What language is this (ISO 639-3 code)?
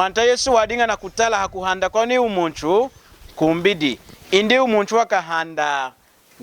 lun